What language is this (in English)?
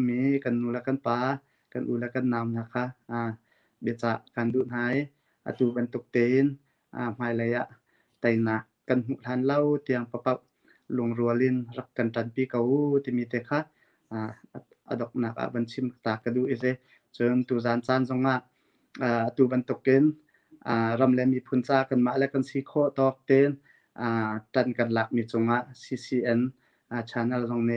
Hakha Chin